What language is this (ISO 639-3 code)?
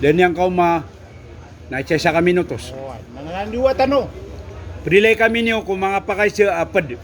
mrw